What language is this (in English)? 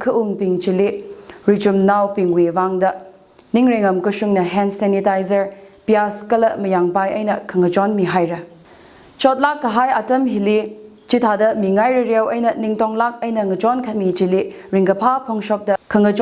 Tangkhul Naga (India)